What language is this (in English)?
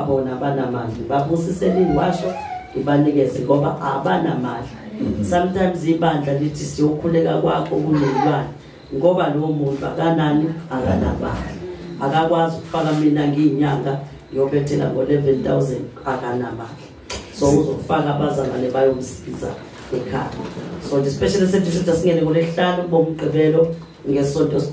Zulu